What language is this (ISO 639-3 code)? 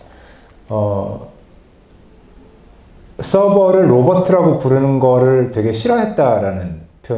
kor